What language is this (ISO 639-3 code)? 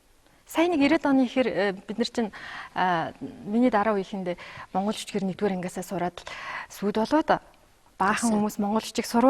mon